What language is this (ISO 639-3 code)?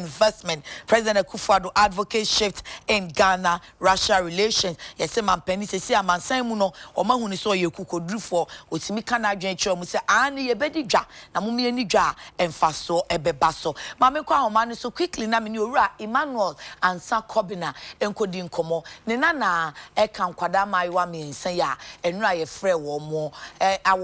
aka